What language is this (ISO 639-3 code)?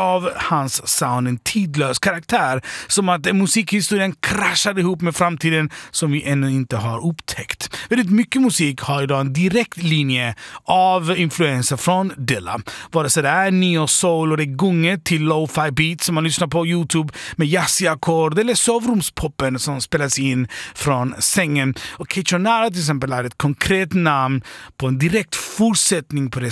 swe